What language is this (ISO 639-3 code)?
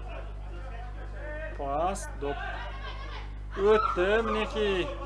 kaz